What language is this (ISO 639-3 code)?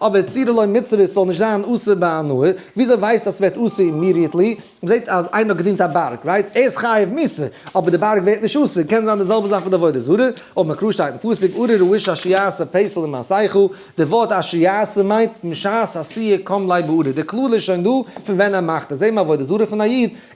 yid